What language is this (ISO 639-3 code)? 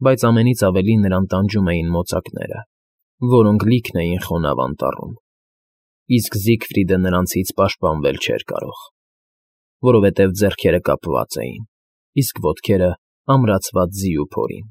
hye